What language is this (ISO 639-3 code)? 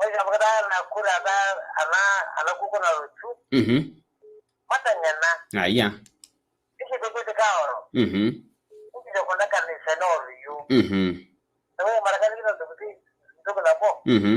mas